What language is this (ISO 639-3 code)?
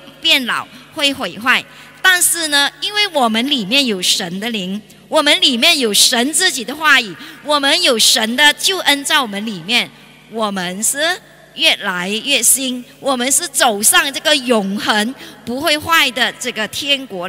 zho